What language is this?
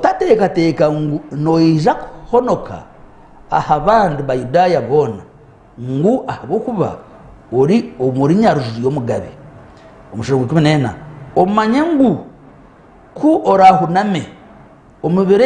Nyankole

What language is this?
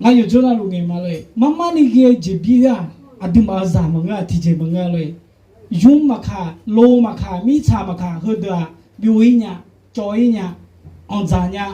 Akha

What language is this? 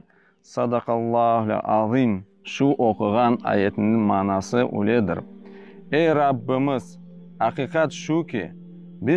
Crimean Tatar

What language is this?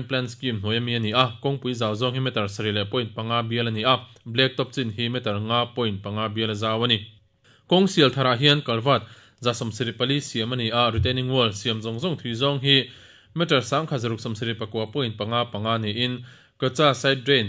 Mizo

